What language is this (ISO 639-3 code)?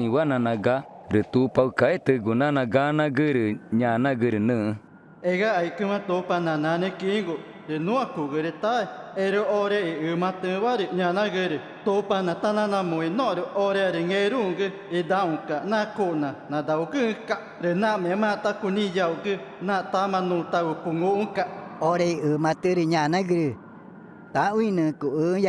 tca